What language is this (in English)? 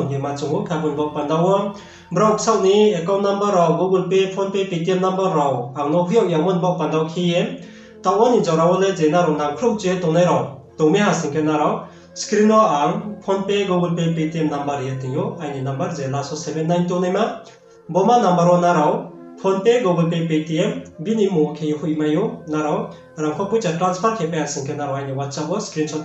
Riang (India)